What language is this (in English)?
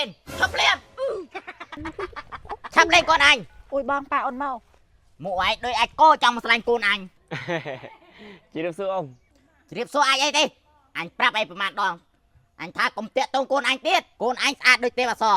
Khmer